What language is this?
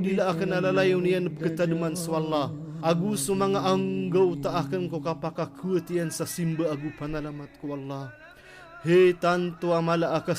Maranao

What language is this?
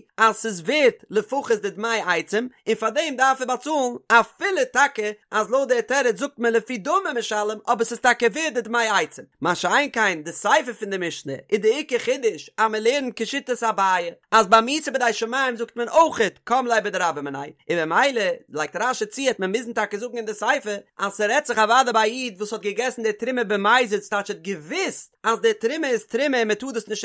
Yiddish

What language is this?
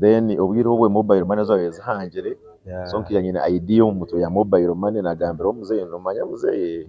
Nyankole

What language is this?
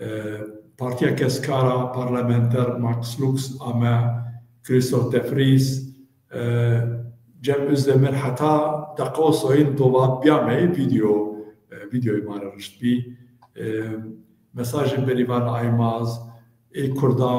Zaza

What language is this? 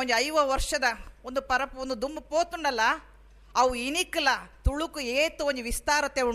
Tulu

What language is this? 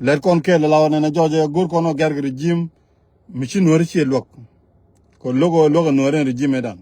Nuer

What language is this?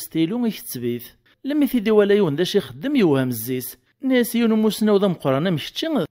Kabyle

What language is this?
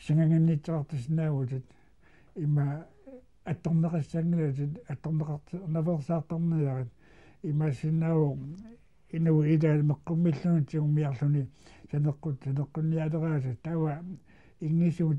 Kalaallisut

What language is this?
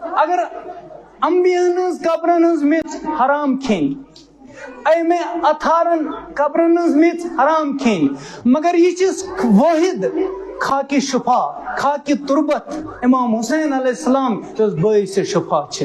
Kashmiri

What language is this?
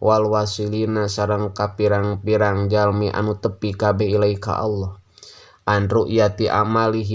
Sundanese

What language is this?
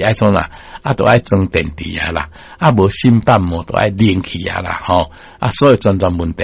Min Nan Chinese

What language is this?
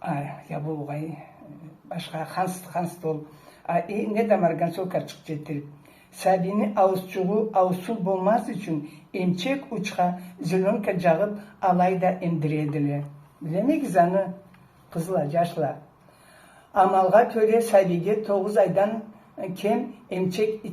Karachay-Balkar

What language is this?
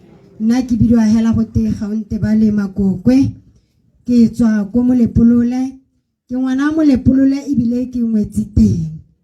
Tswana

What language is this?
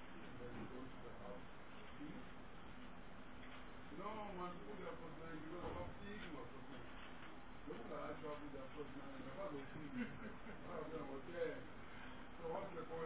English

